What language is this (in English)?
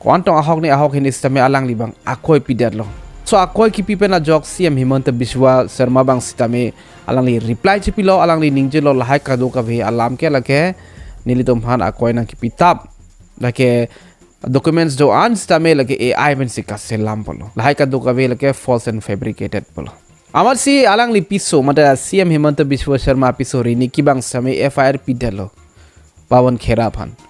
Karbi